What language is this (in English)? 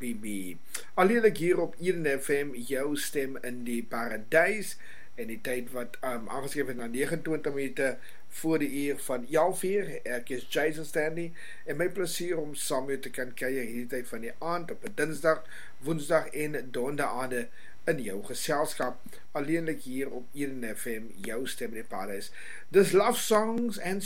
Afrikaans